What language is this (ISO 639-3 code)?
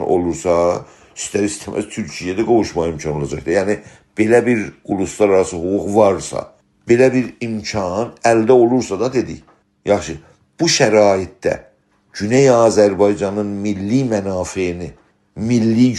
azb